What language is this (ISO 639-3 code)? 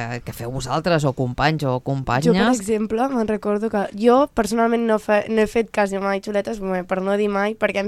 cat